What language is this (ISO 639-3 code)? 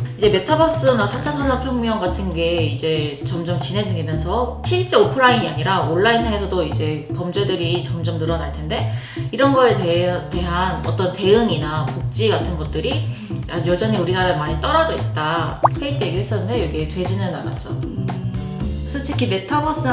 kor